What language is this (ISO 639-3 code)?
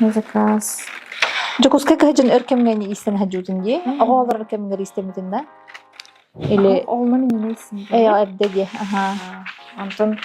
sah